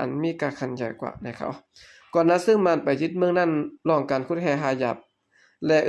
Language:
Shan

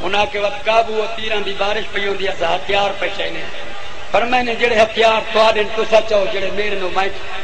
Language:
Saraiki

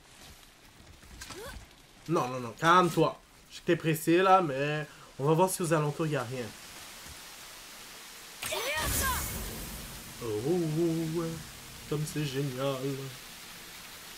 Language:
French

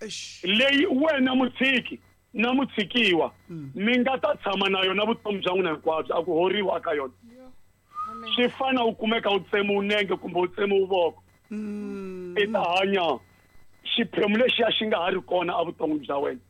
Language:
Tsonga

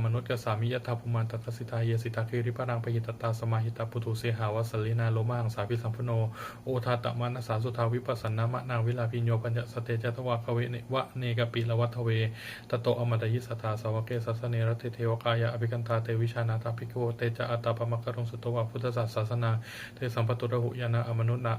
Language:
Pali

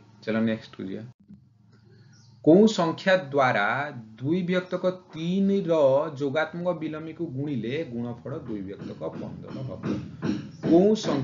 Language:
Odia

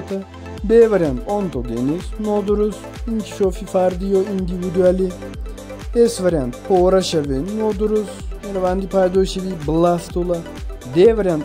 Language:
Tajik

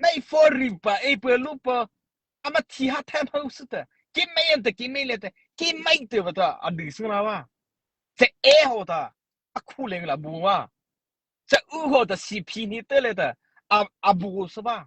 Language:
Mara Chin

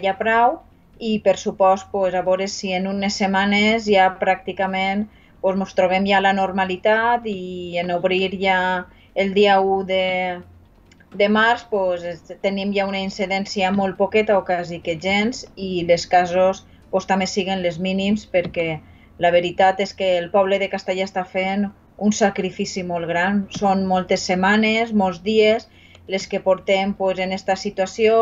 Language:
Catalan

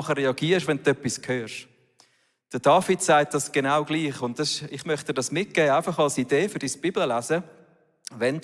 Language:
Swiss German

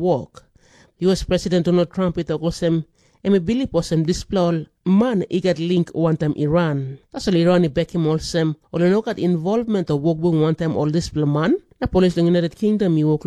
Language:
Tok Pisin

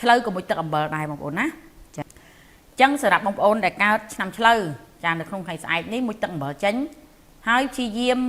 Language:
Khmer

